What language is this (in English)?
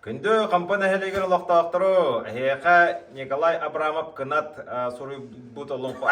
Yakut